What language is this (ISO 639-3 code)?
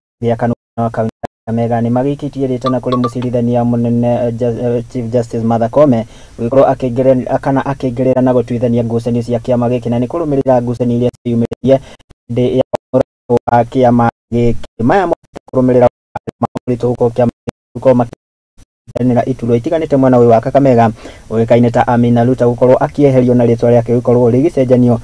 kik